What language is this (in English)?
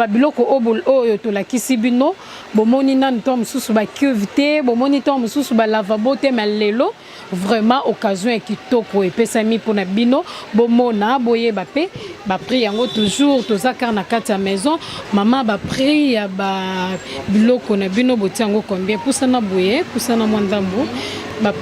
Lingala